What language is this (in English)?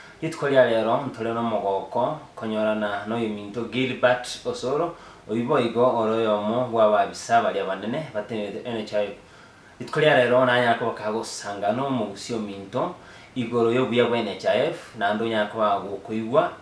Gusii